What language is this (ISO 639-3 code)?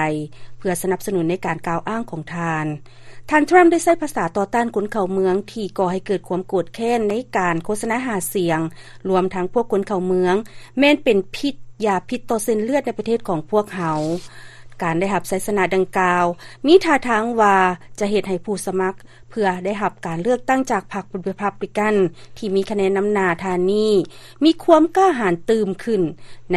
lao